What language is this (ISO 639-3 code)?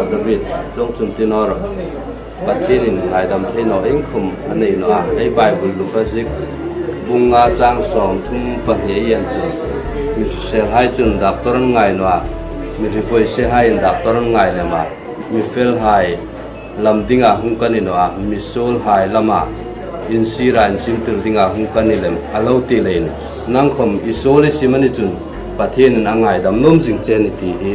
hmr